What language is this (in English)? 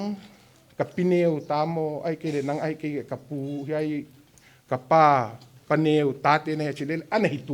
Paite Chin